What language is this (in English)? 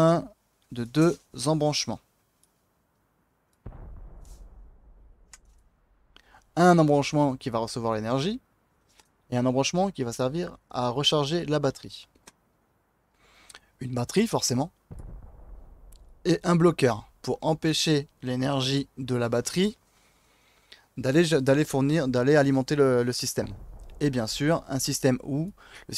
French